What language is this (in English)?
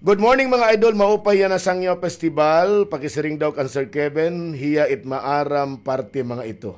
Waray